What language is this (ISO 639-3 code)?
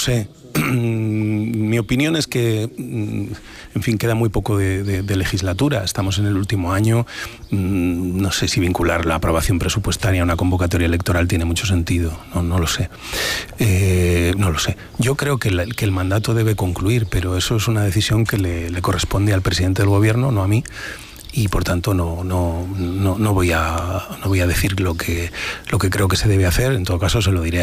spa